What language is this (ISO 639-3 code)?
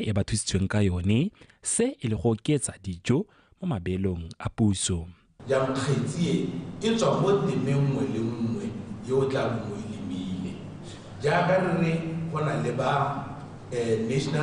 tsn